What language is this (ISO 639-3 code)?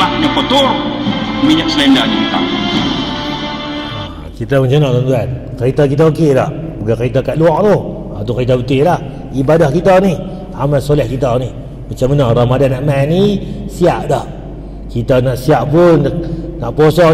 msa